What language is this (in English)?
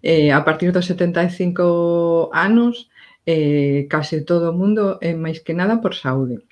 Galician